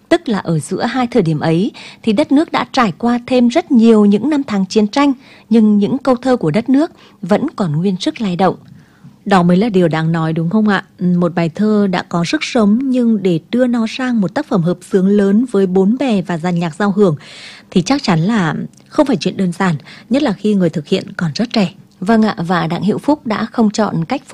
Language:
Vietnamese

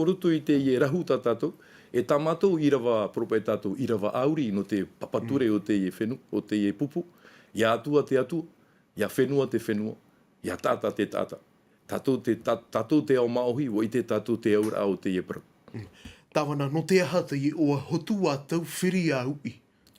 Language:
Tahitian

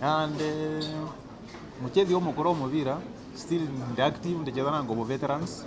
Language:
Meru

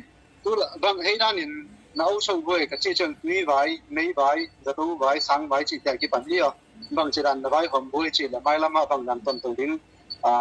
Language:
Tedim Chin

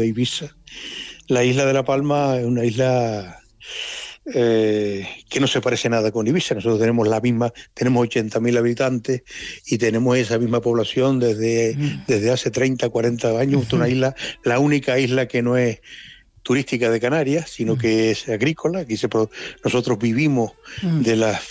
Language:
Spanish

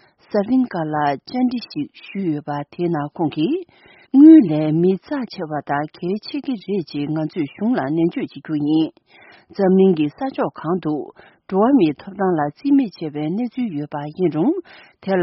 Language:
Tibetan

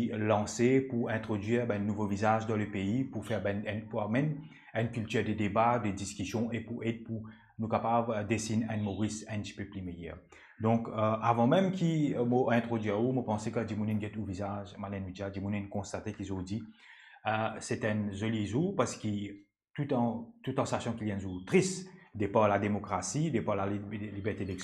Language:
Morisyen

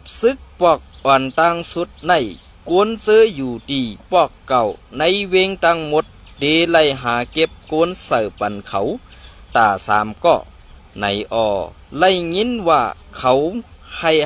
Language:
Shan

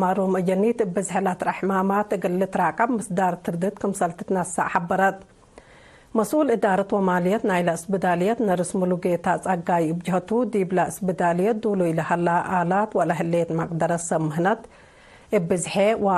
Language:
Tigre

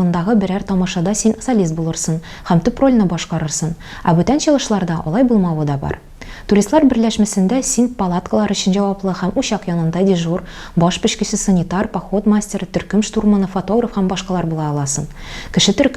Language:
Tatar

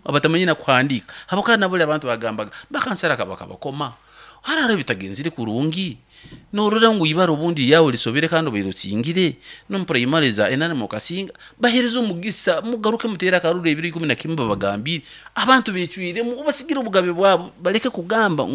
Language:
Nyoro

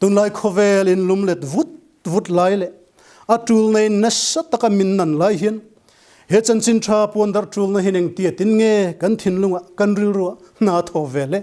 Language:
Mizo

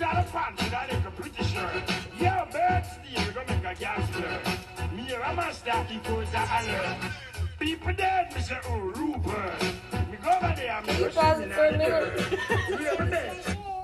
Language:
Jamaican Creole English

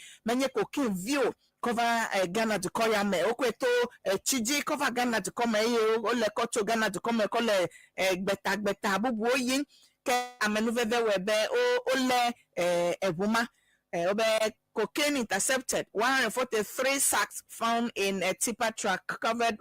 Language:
Ewe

